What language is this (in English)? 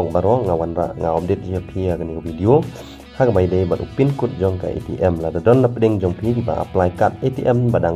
Khasi